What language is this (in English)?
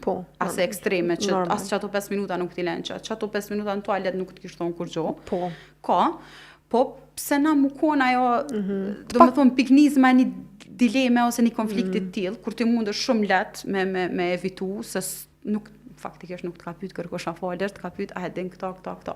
Albanian